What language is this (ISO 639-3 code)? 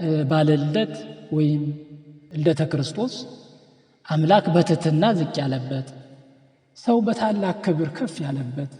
amh